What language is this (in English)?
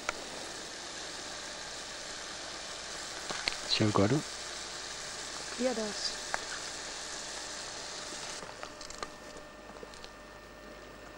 Danish